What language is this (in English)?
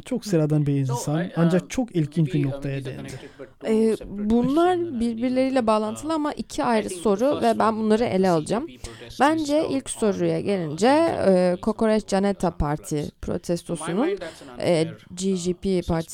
Turkish